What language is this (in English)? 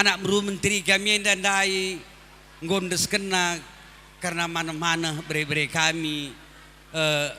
Batak Karo